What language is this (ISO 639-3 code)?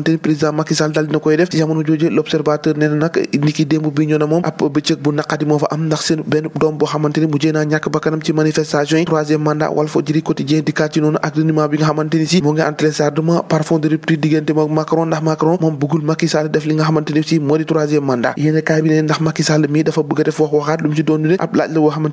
wol